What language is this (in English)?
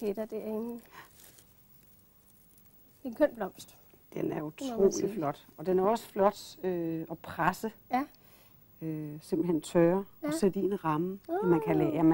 Danish